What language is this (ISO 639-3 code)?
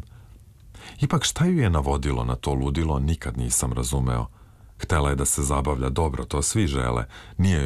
srp